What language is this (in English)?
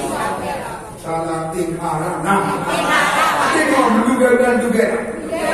Burmese